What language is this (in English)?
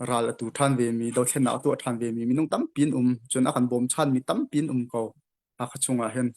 Hakha Chin